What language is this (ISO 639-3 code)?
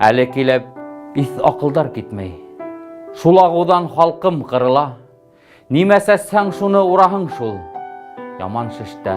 bak